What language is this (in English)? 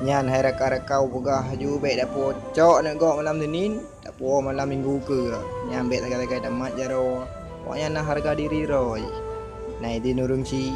Achinese